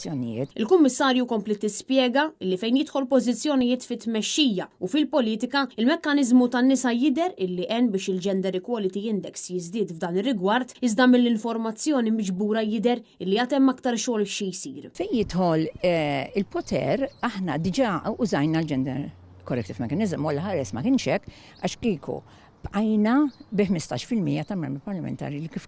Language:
Maltese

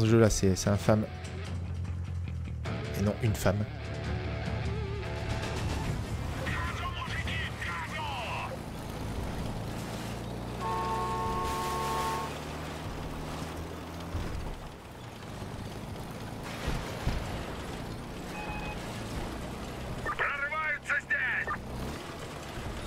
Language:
French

